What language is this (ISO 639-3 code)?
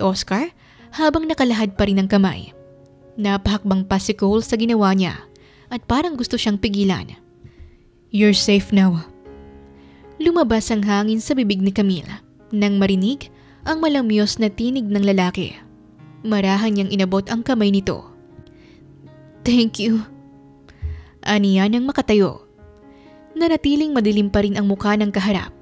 fil